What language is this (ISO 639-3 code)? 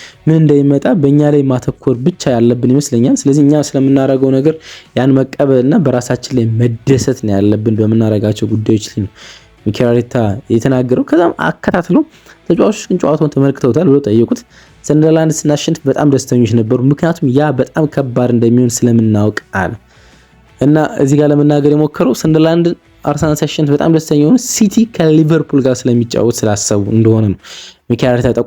amh